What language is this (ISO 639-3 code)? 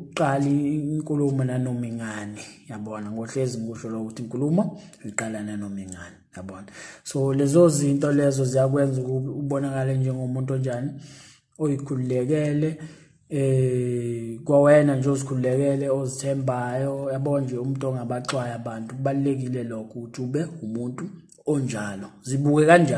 zul